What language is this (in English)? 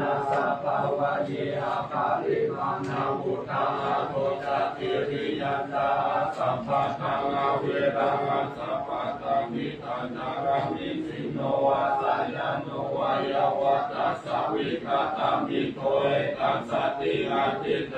Pali